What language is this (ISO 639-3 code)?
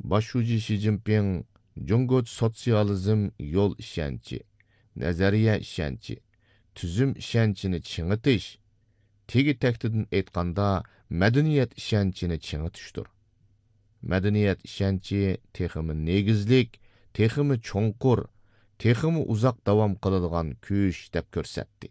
uig